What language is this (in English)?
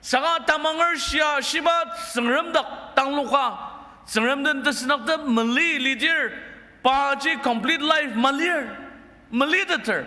Ao Naga